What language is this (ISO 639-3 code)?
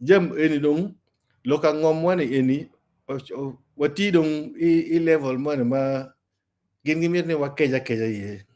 ach